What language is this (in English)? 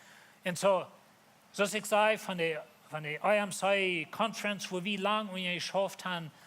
Plautdietsch